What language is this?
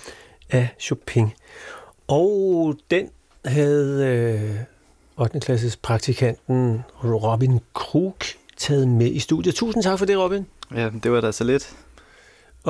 Danish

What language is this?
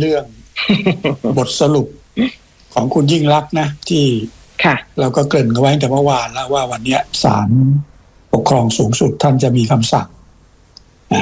Thai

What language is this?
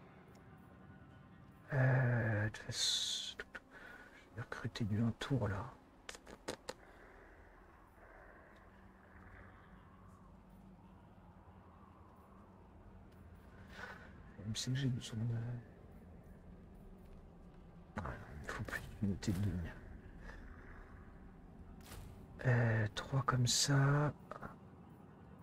French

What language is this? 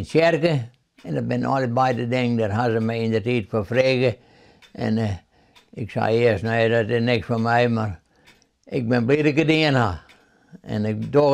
Western Frisian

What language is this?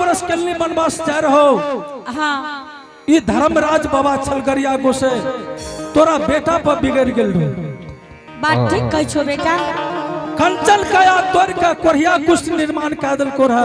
Angika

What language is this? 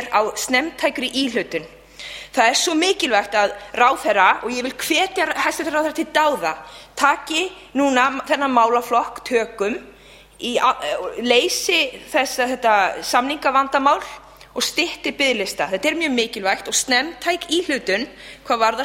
Icelandic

